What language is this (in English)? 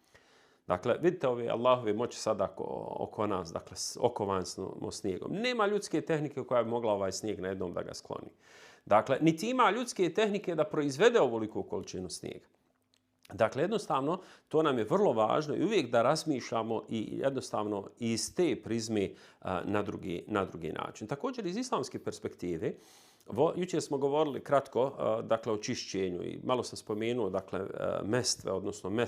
Bosnian